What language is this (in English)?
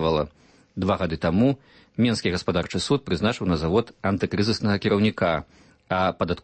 Belarusian